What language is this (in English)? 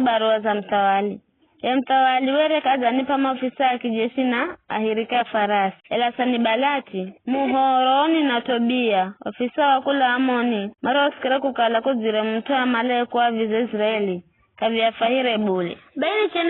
Giryama